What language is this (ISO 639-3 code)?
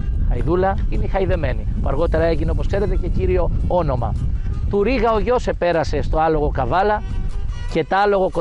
ell